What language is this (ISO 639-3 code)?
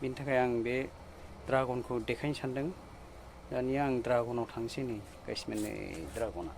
brx